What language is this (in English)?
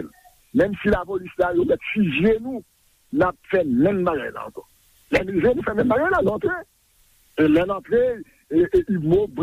Haitian Creole